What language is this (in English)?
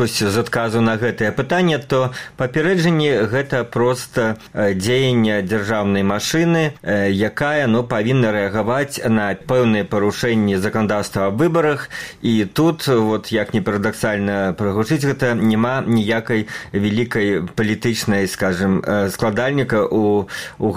Belarusian